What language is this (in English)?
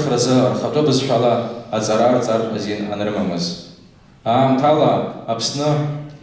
Abkhazian